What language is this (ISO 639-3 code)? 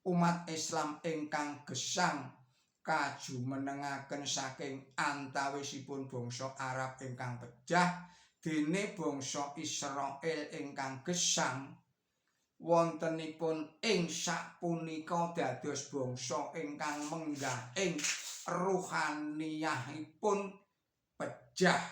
jav